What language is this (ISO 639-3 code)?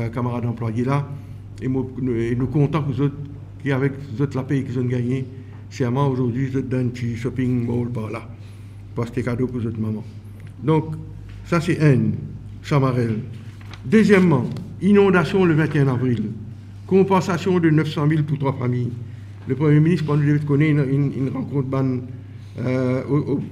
mfe